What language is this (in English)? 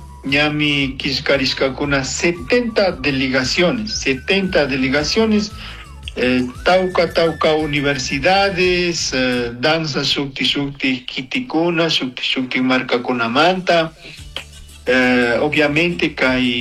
Chimborazo Highland Quichua